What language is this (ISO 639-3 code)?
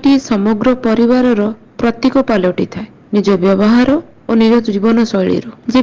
ori